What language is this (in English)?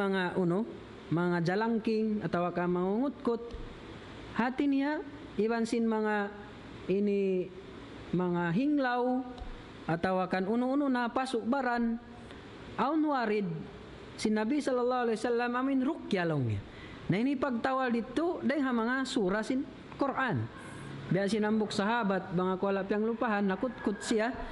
Tausug